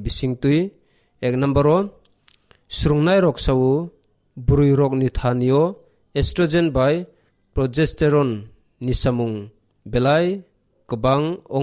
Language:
Kok Borok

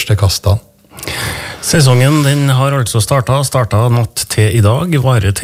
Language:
Norwegian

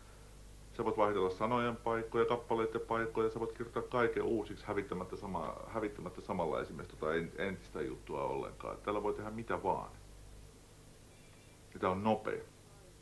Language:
Finnish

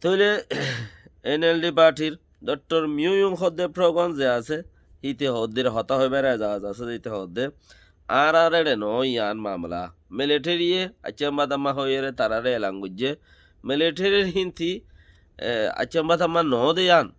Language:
Rohingya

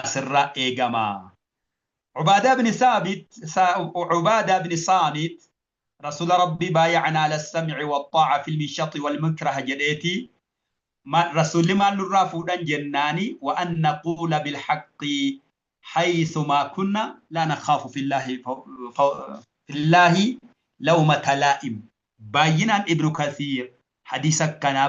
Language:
Oromo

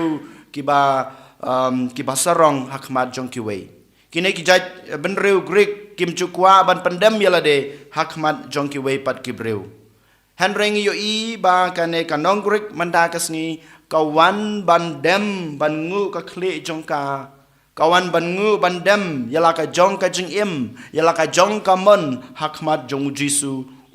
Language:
Khasi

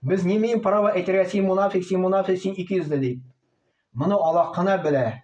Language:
Tatar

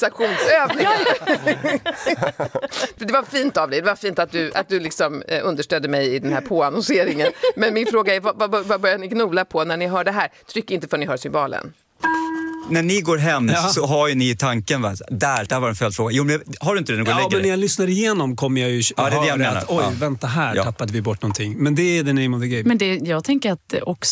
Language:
Swedish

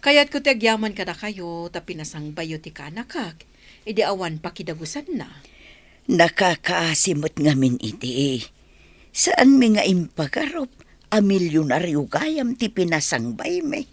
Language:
Iloko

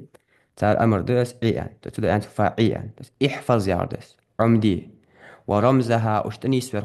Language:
Ingush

